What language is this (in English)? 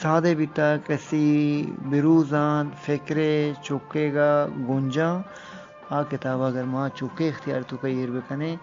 Eastern Balochi